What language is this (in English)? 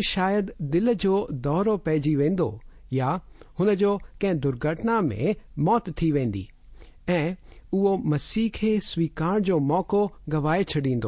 Sindhi